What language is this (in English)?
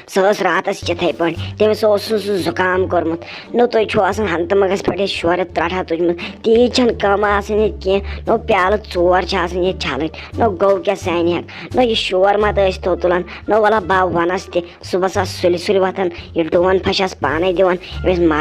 Kashmiri